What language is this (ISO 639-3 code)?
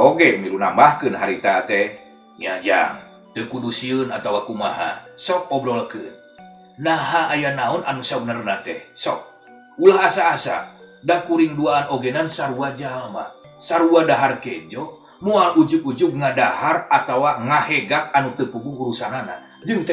sun